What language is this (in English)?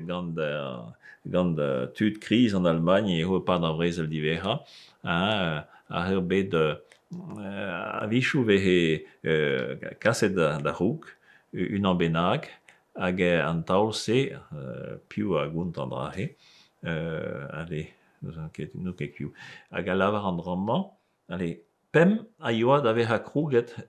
Breton